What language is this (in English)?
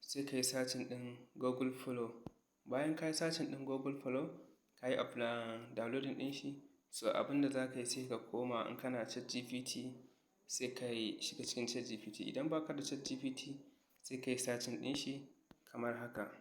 Hausa